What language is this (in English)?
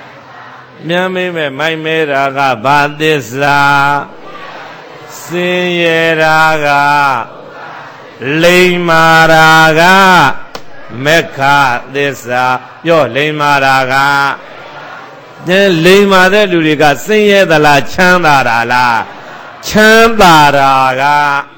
Burmese